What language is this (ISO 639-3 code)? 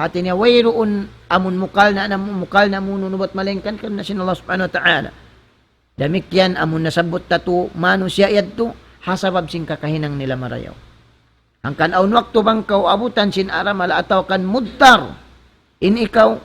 tsg